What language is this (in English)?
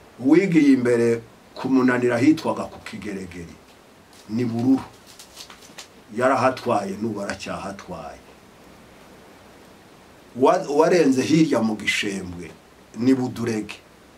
Kinyarwanda